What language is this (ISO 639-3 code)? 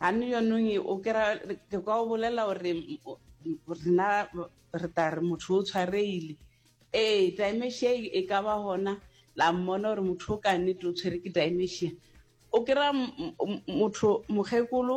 nso